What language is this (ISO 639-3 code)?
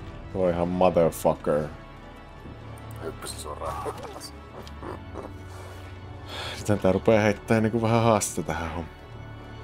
fin